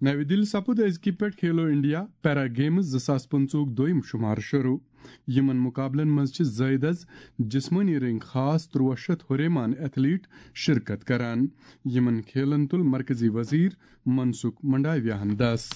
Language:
Kashmiri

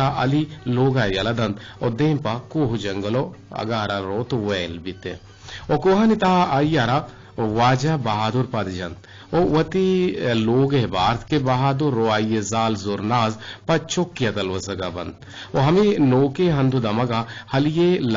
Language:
Eastern Balochi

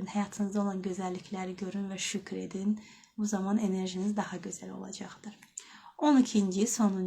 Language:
Azerbaijani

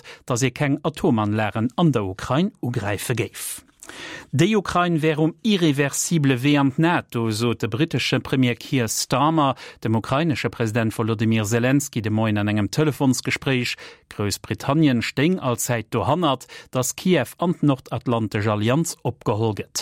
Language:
Luxembourgish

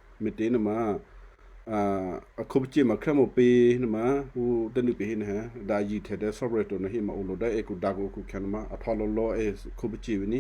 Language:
Western Kayah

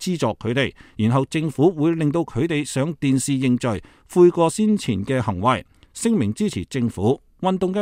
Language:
Cantonese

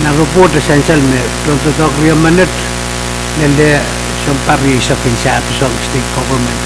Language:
Pohnpeian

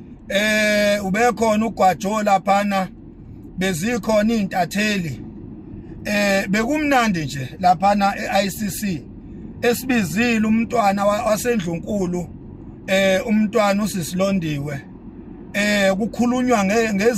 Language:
Zulu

